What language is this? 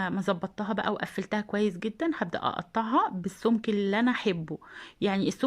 Egyptian Arabic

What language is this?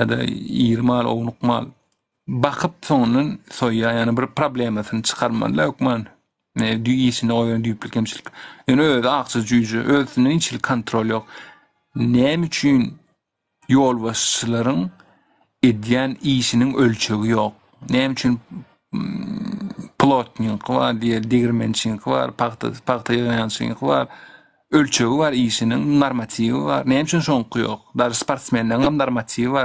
Turkmen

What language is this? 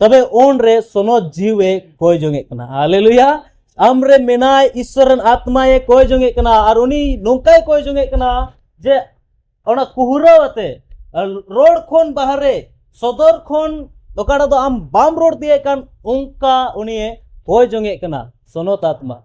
Santali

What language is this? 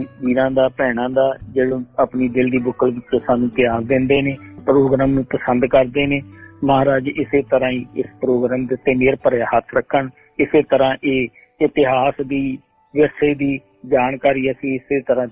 Punjabi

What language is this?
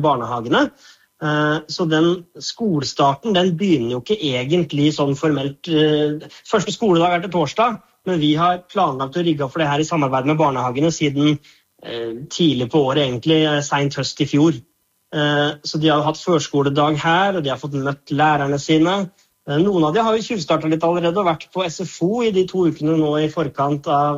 Norwegian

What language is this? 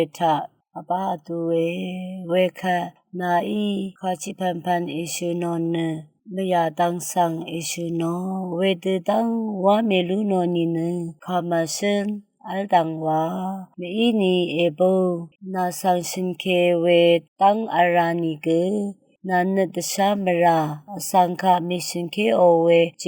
Rawang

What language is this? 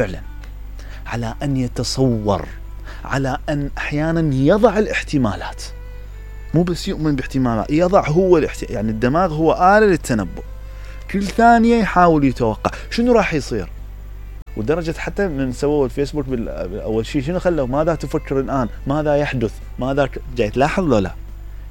Mesopotamian Arabic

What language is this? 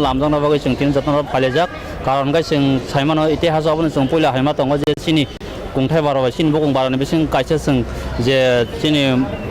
Kok Borok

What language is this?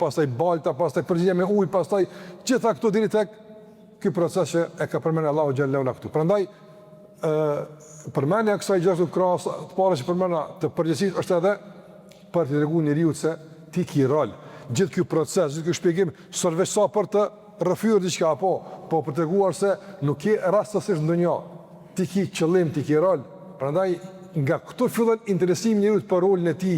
Albanian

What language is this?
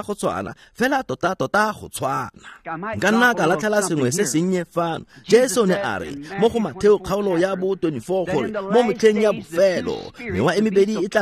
Tswana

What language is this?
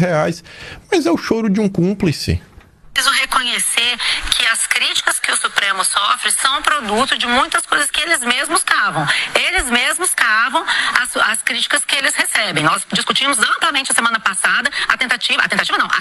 Portuguese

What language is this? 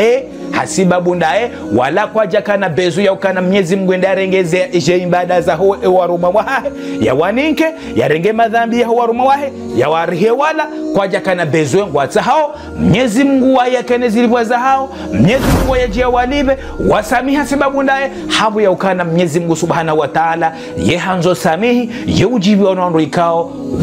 Ngazidja Comorian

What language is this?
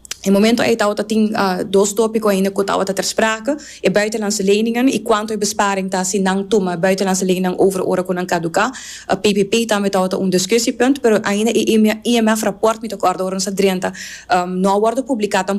Papiamento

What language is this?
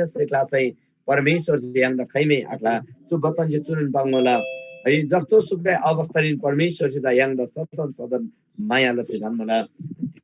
Eastern Tamang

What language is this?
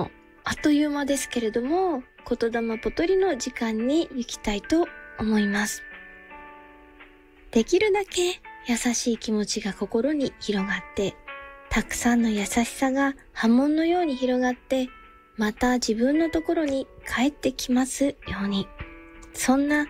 Japanese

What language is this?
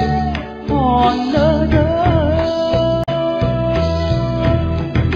Vietnamese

